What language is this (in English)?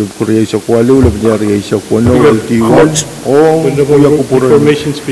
Pohnpeian